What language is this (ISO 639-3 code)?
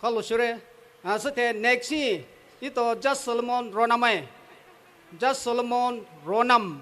pmx